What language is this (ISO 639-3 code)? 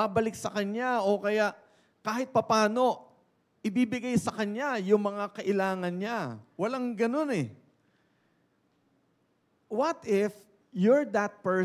fil